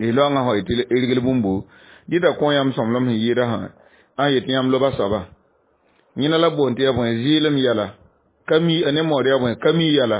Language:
Mossi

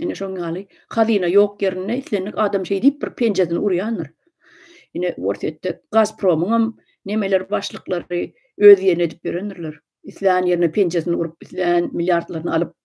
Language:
Turkmen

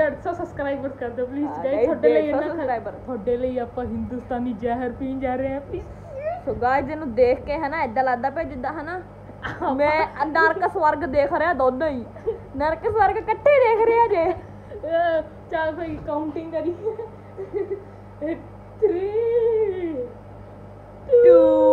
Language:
Punjabi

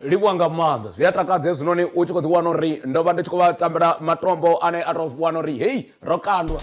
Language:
Venda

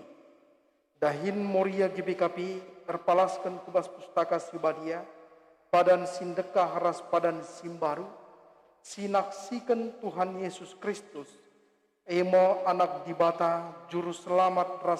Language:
Batak Karo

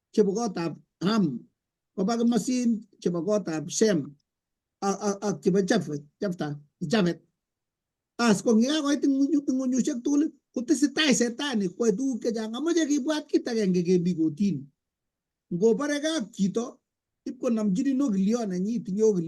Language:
Kalenjin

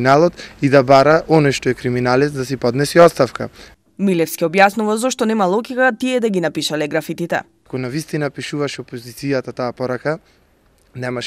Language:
Macedonian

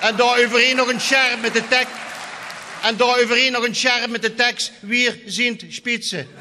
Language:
Limburgish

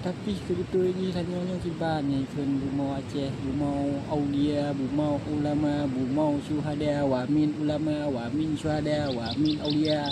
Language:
Achinese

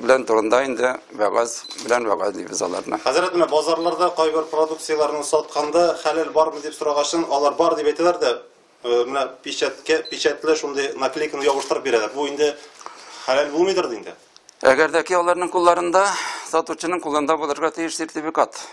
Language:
Tatar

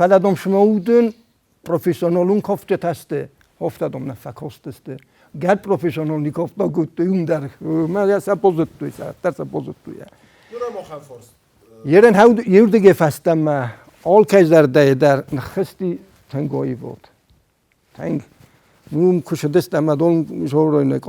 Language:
Ossetic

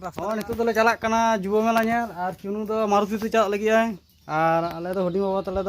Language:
Santali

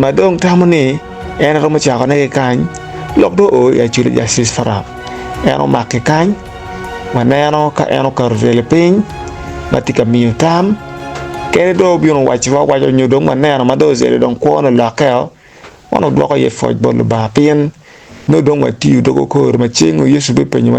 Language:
Acoli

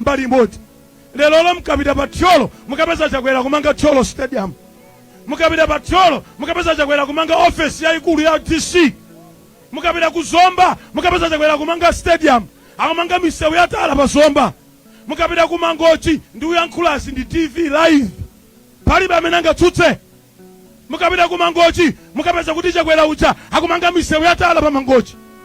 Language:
Nyanja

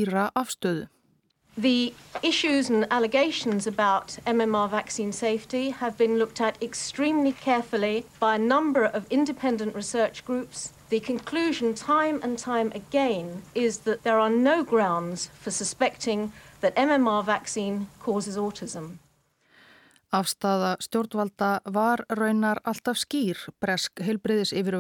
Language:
Icelandic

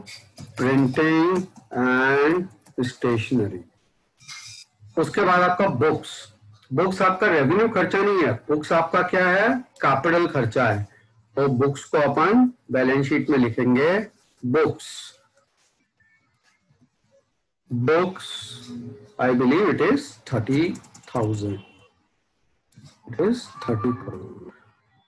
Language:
Hindi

